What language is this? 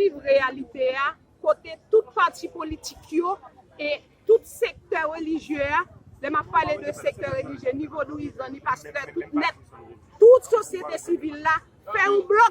Haitian Creole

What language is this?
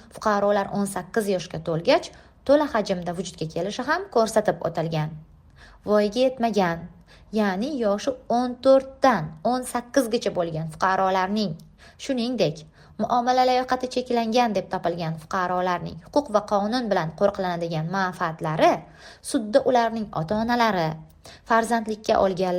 Uzbek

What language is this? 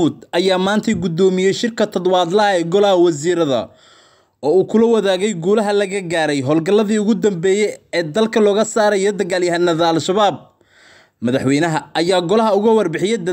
Somali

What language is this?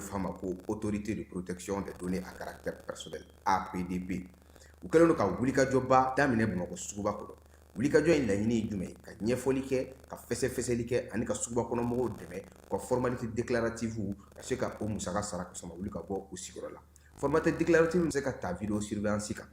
Bambara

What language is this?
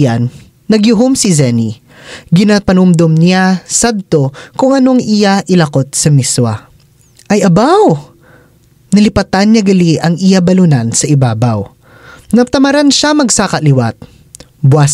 Hiligaynon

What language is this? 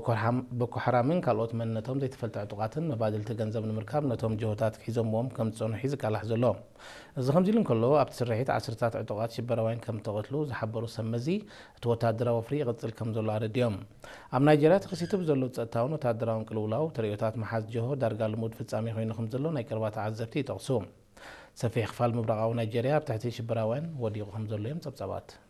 Tigrinya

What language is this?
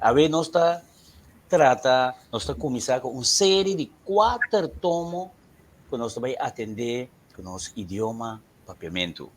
Papiamento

